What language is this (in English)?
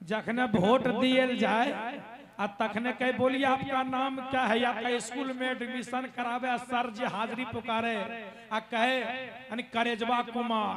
Magahi